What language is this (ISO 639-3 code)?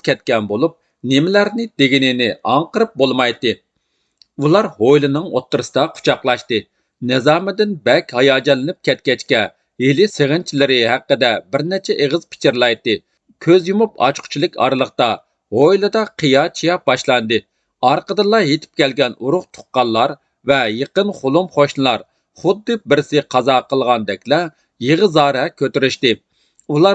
uig